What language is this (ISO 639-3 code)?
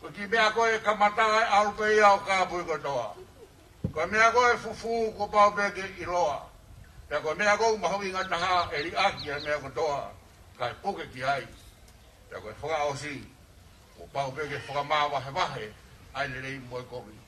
ton